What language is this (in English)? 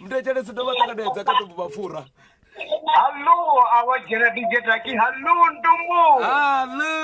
Venda